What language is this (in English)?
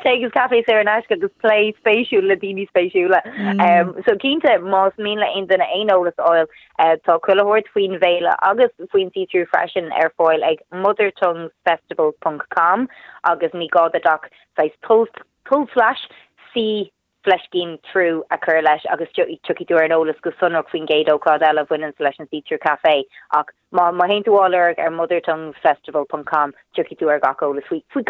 Irish